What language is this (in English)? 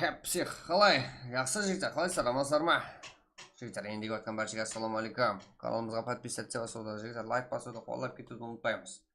Kara-Kalpak